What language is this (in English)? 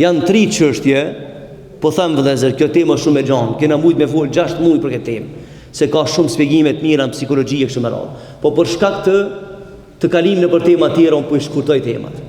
Albanian